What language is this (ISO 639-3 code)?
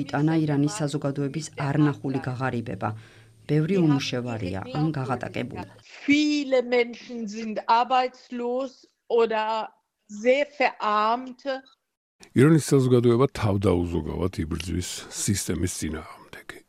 kat